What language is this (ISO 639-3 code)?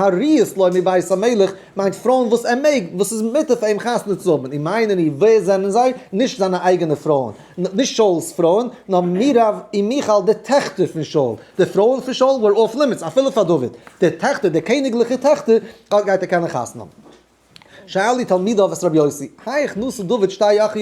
yid